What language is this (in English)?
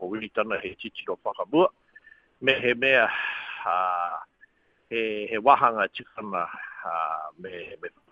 Māori